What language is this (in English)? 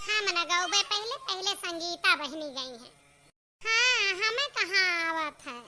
Awadhi